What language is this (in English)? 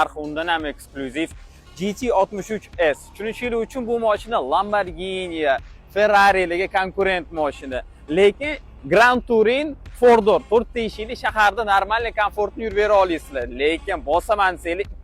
Uzbek